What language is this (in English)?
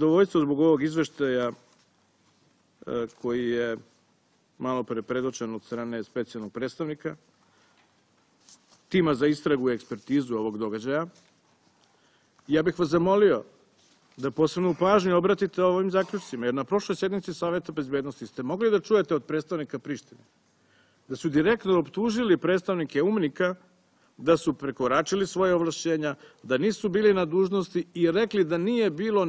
Serbian